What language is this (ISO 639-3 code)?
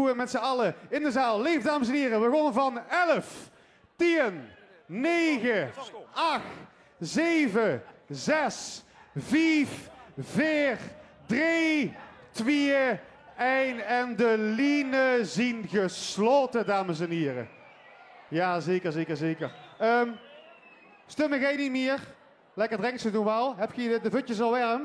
lim